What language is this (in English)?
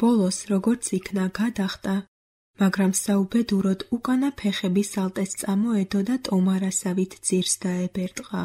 Georgian